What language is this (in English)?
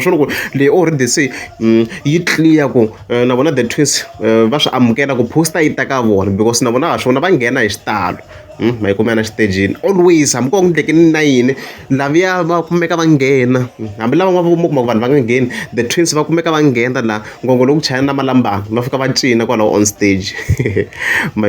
Tsonga